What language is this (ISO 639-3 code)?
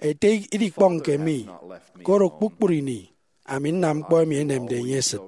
efi